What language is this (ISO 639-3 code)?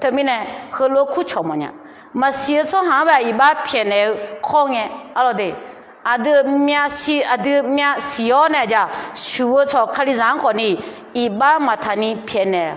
ahk